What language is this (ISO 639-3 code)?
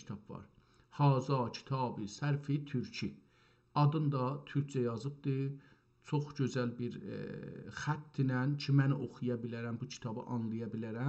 azb